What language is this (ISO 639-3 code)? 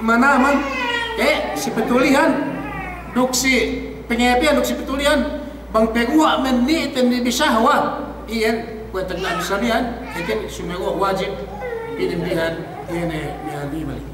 yka